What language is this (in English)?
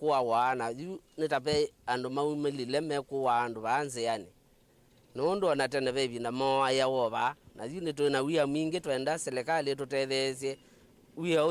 Kamba